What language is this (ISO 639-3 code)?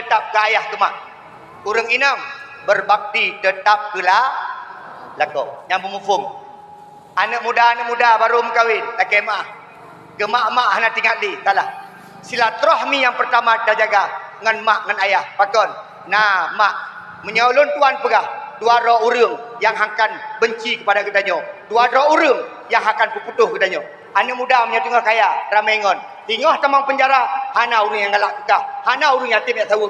ace